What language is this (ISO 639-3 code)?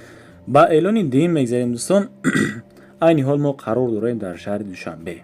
tgk